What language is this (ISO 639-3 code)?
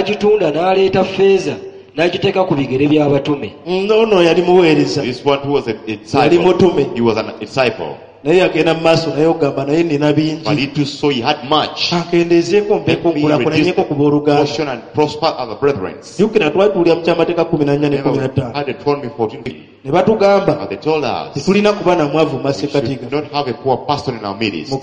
lug